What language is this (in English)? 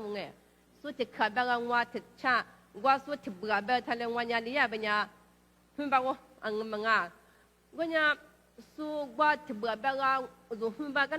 Lisu